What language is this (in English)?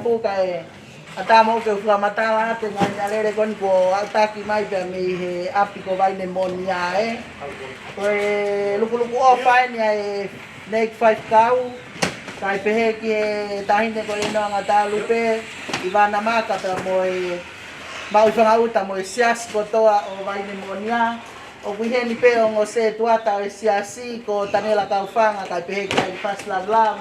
Tongan